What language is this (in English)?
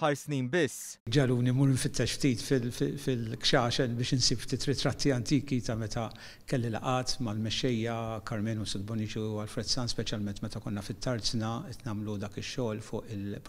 Maltese